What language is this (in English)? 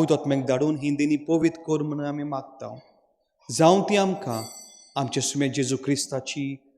Konkani